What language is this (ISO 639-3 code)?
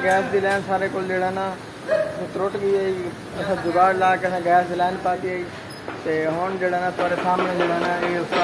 skr